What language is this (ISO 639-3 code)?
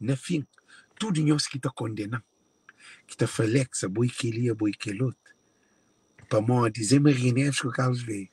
kea